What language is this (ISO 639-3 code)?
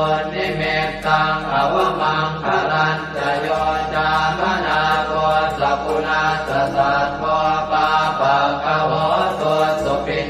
pli